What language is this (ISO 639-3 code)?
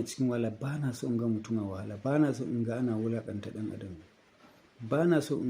hau